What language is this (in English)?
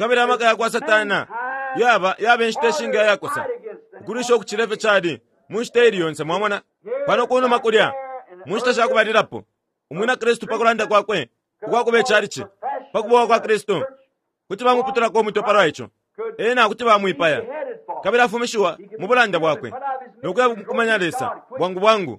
Bemba